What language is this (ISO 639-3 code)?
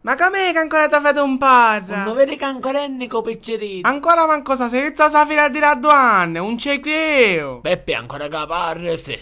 scn